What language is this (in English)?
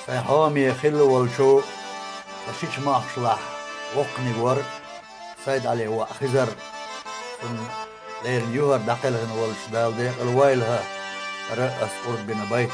Chechen